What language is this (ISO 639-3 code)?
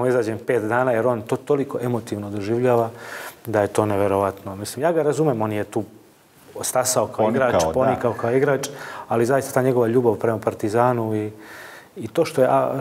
srp